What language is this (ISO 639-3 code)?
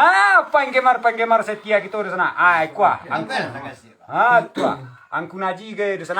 min